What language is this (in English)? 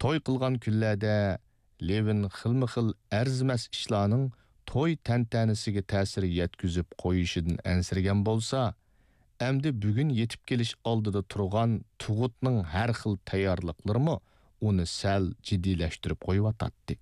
Uyghur